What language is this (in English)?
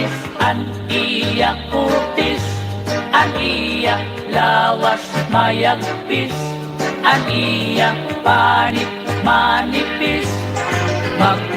Waray